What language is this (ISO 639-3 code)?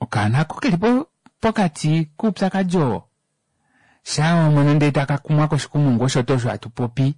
kua